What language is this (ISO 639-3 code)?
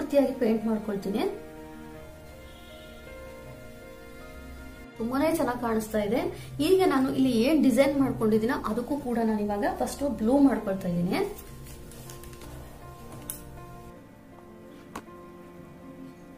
kan